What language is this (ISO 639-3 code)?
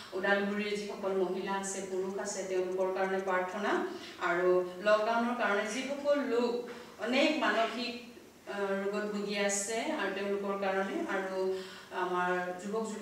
asm